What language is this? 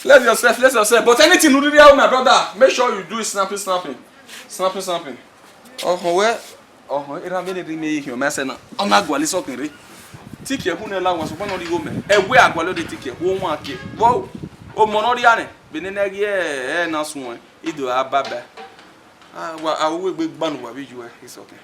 Bini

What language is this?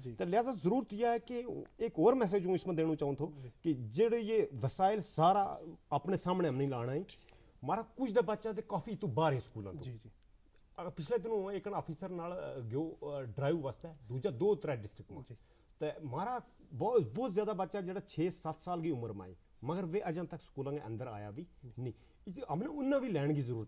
Gujari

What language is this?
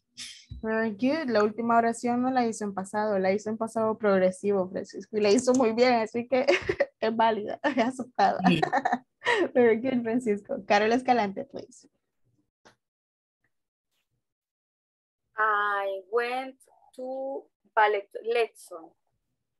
Spanish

